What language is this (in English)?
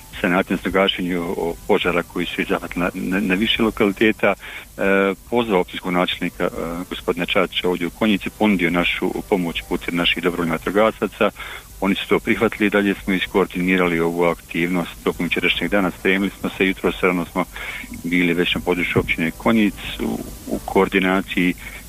Bosnian